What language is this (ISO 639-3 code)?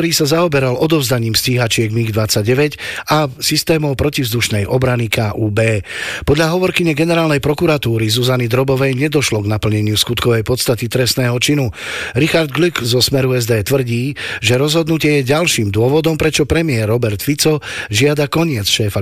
slk